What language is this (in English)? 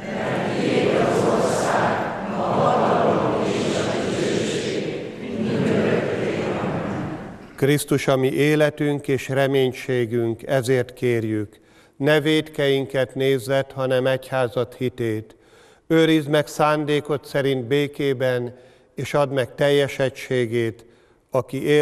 Hungarian